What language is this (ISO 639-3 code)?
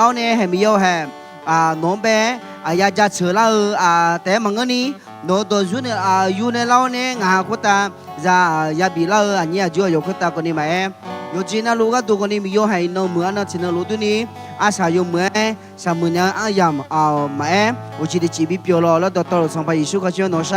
ahk